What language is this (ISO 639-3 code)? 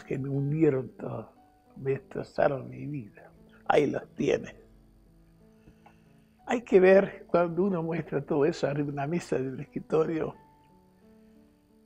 spa